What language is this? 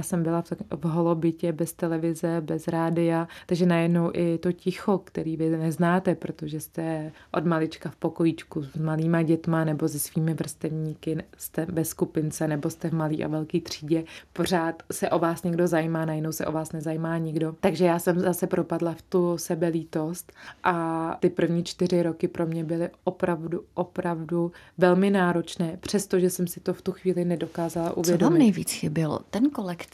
Czech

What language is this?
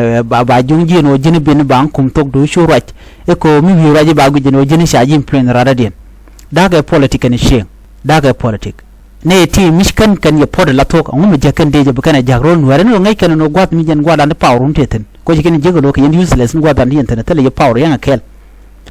Nuer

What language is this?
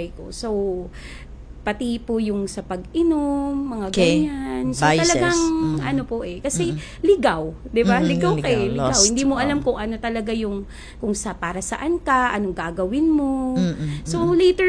Filipino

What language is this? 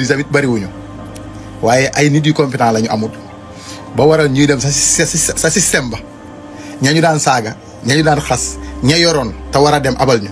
Wolof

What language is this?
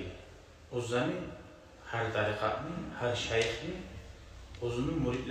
Kumyk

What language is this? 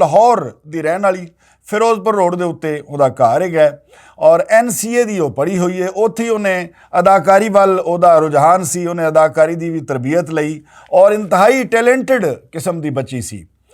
Western Panjabi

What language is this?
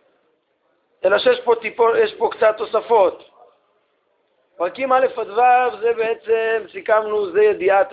Hebrew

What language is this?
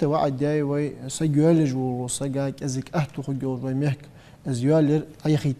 Ingush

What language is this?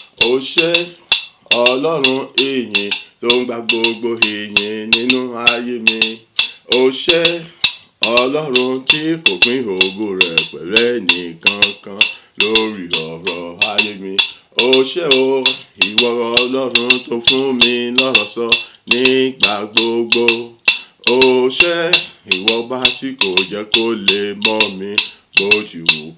Yoruba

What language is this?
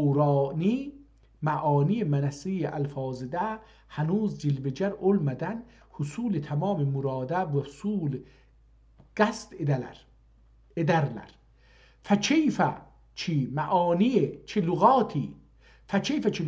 South Azerbaijani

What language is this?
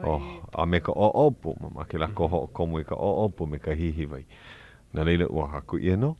Hawaiian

